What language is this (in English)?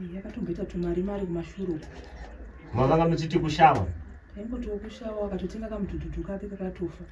Shona